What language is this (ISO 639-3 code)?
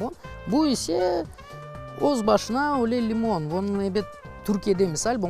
crh